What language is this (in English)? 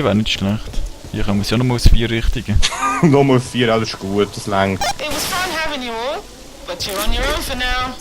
Swiss German